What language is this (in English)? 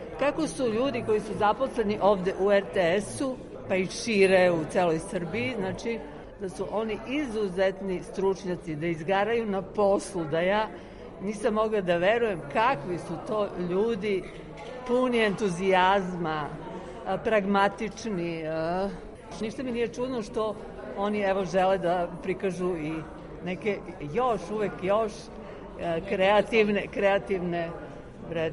Serbian